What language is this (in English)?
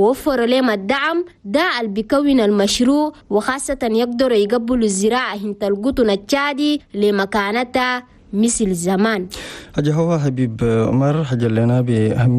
Chadian Arabic